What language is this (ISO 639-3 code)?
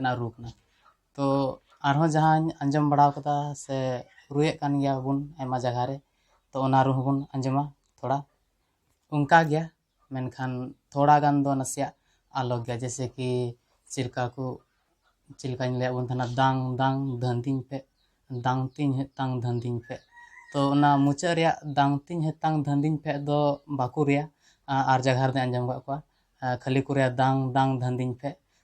sat